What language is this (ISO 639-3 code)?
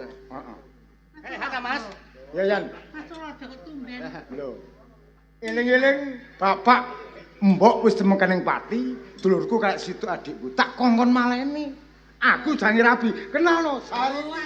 jav